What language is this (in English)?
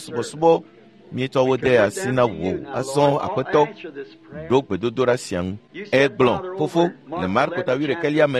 Ewe